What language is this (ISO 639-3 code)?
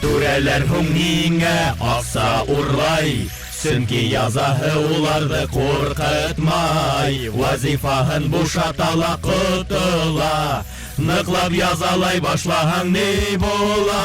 bak